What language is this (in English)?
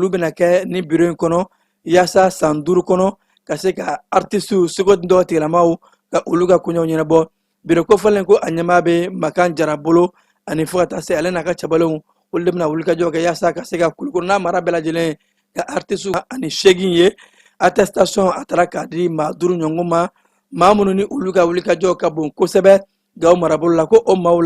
Bambara